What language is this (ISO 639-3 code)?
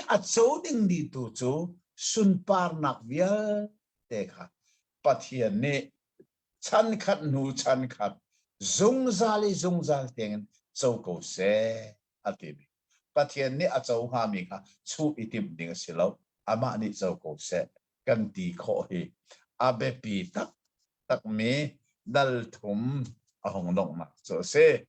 cnh